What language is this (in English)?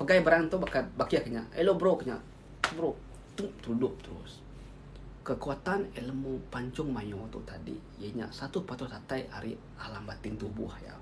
Iban